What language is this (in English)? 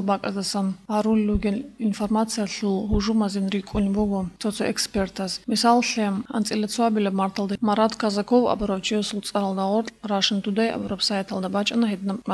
Avaric